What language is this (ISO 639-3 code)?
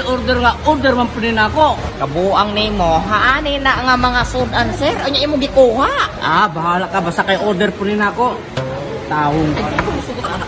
ceb